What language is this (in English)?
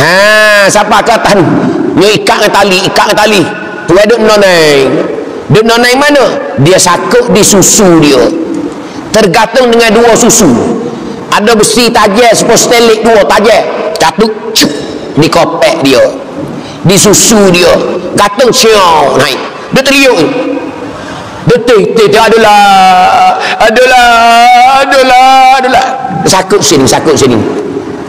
Malay